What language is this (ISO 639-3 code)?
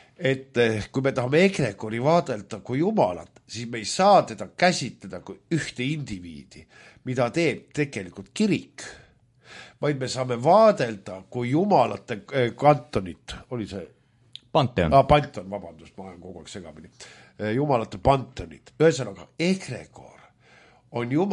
est